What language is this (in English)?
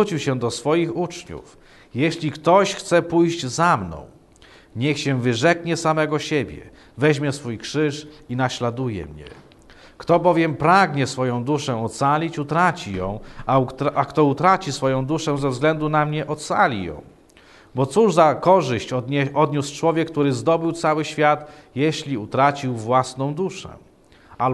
Polish